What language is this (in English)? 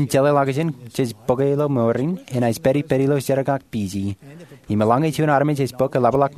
Marshallese